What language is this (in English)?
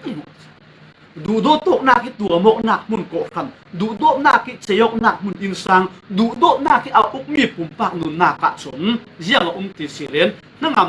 Falam Chin